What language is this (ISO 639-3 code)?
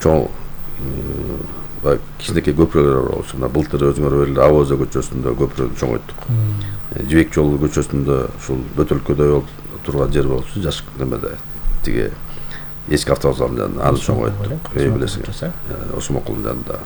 kir